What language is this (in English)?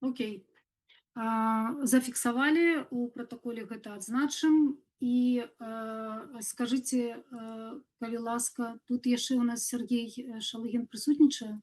Belarusian